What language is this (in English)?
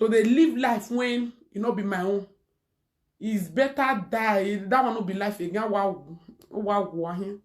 Nigerian Pidgin